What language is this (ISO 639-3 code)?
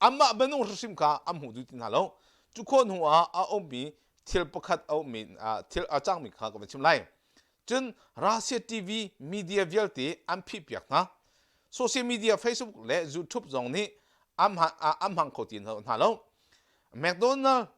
cnh